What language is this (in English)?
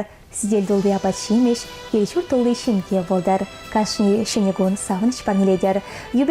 Chuvash